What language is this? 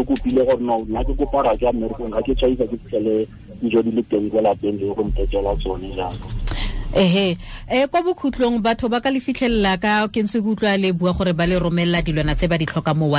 Tswana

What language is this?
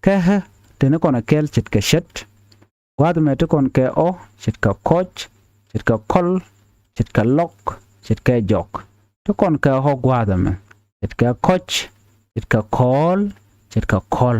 Nuer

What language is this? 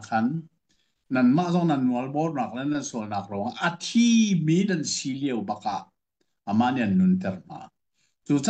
Hakha Chin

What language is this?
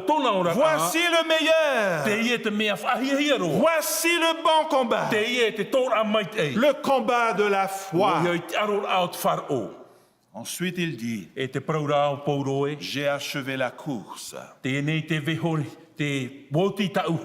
Tahitian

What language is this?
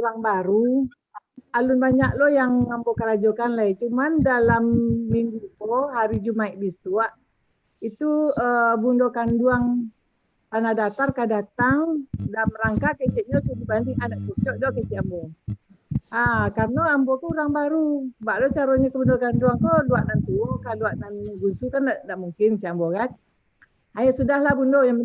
Minangkabau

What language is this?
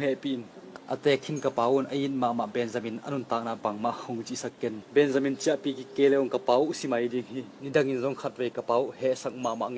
Tedim Chin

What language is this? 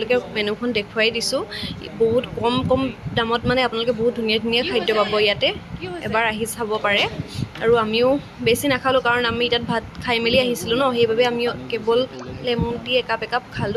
Assamese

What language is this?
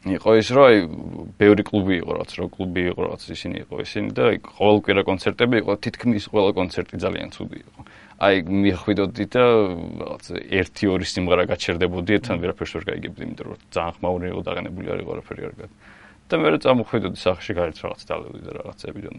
Georgian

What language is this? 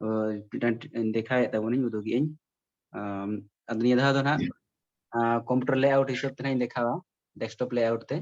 Santali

